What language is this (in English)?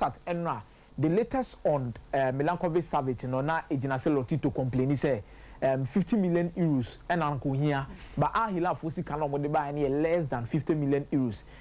Akan